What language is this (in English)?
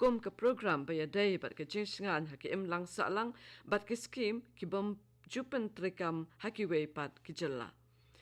Khasi